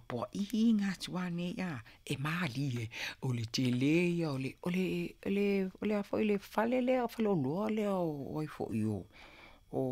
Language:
Samoan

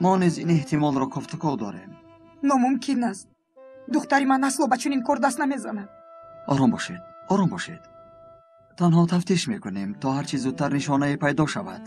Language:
Tajik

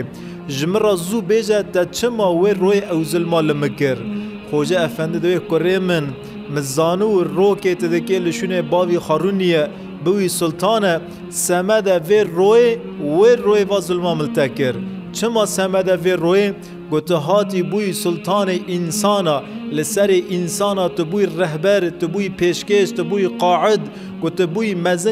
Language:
Kurdish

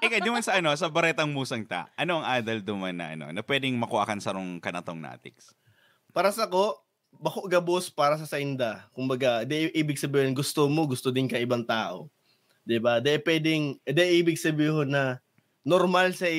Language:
Bikol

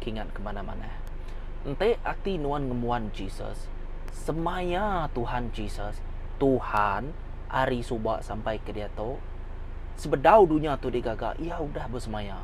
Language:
Iban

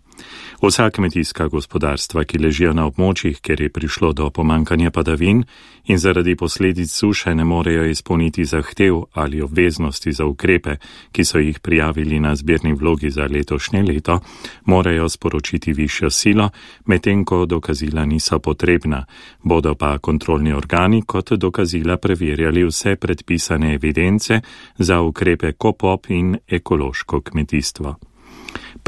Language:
Slovenian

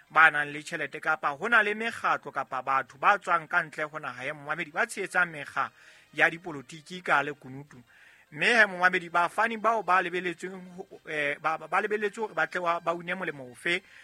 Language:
Southern Sotho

